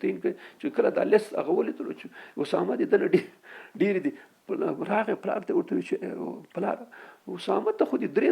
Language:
Pashto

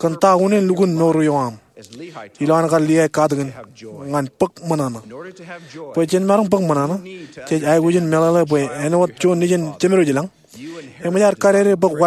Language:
Marshallese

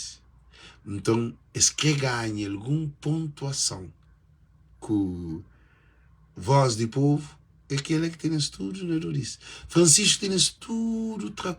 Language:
Kabuverdianu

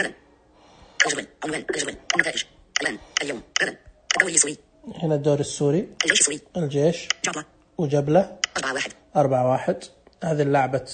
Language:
Najdi Arabic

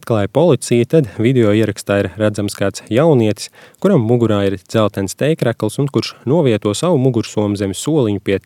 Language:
Latvian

